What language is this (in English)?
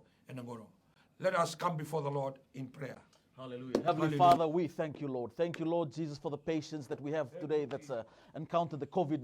Fijian